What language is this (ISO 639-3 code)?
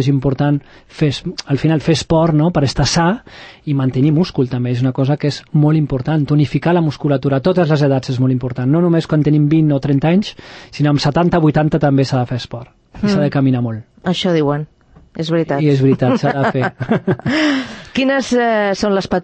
cat